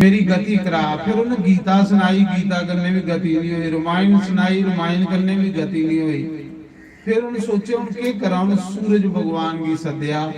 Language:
Dogri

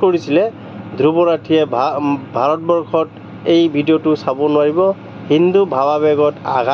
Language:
Assamese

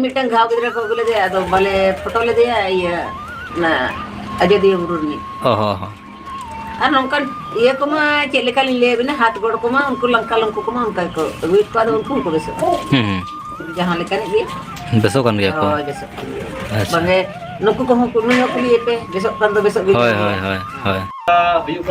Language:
Santali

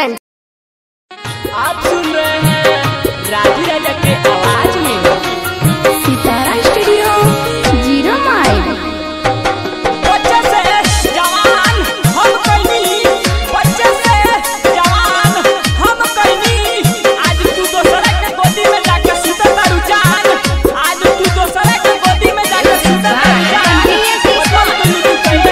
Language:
Bhojpuri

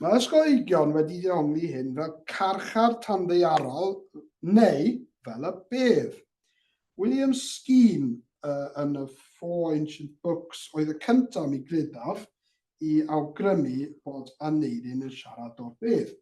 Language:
Welsh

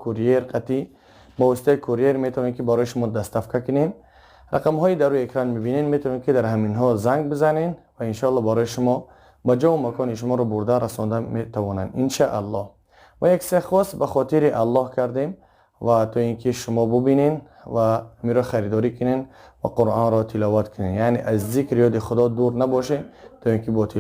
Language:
Tajik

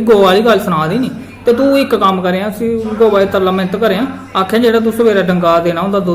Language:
Dogri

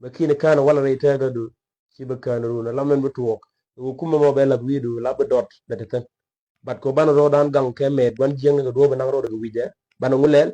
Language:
Nuer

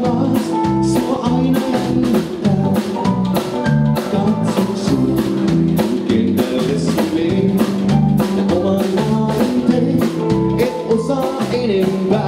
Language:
Finnish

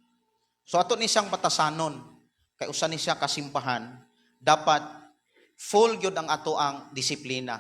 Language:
Cebuano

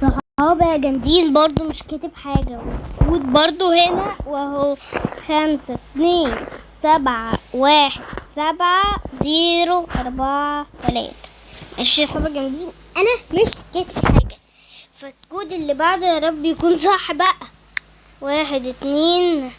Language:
Egyptian Arabic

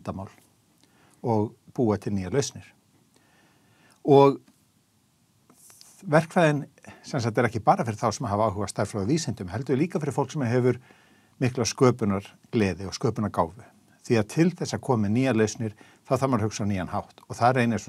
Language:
Icelandic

